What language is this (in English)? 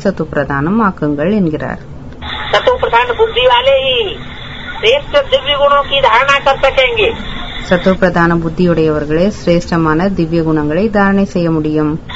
Tamil